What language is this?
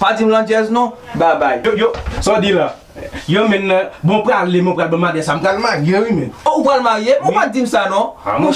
Haitian Creole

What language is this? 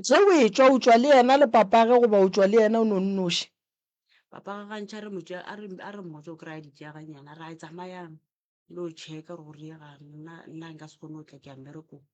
Northern Sotho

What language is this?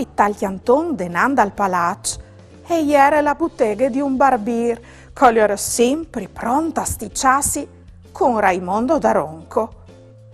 Friulian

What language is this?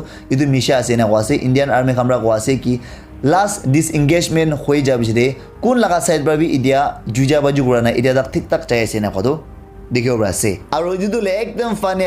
Naga Pidgin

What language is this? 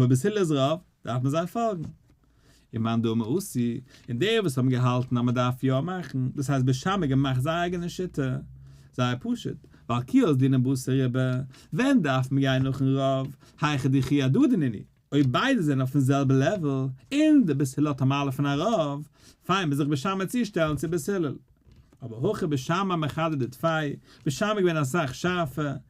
Yiddish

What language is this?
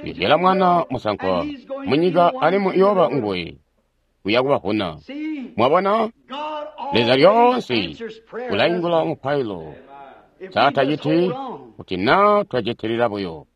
Tonga (Zambia)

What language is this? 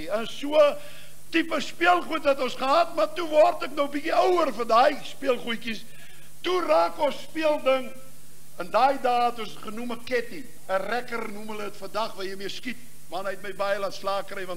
Afrikaans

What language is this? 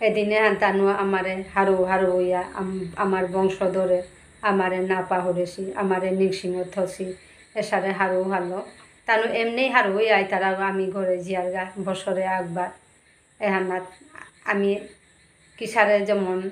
Bishnupriya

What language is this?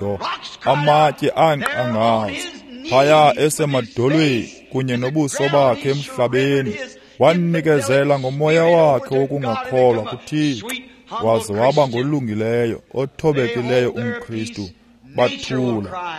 Xhosa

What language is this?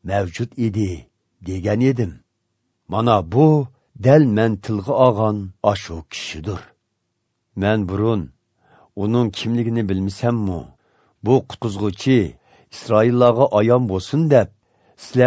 Azerbaijani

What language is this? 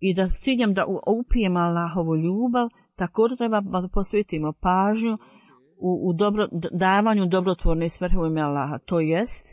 Bosnian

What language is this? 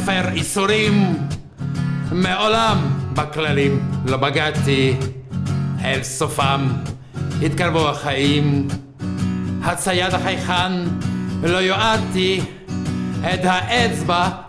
Hebrew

